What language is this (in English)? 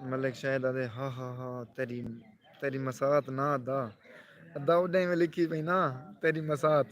Saraiki